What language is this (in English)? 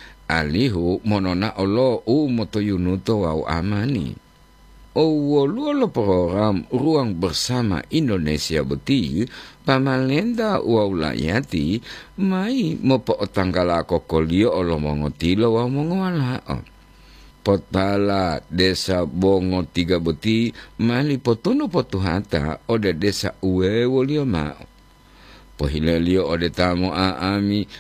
Gorontalo